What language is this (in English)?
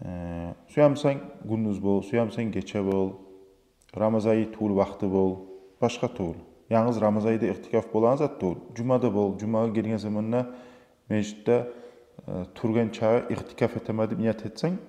Kumyk